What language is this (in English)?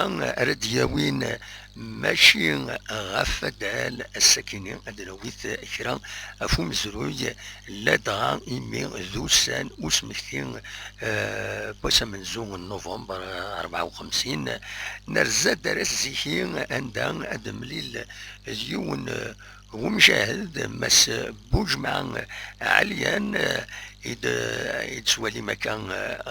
Kabyle